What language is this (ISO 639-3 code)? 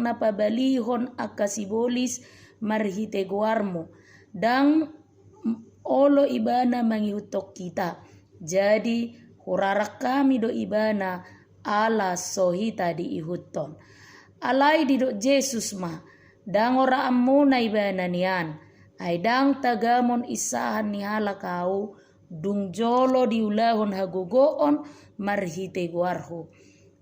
bbc